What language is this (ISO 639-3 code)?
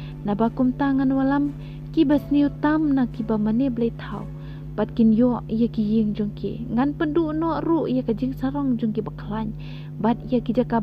kha